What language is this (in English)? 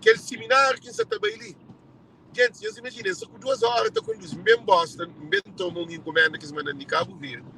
Kabuverdianu